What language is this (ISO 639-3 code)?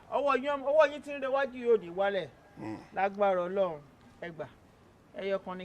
yor